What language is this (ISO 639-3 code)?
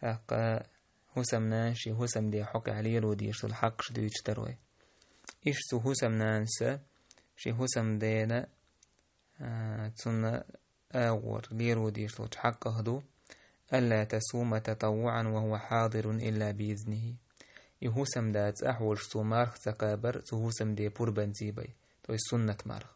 che